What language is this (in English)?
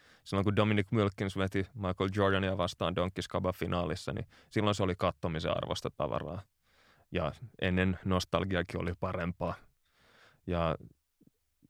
Finnish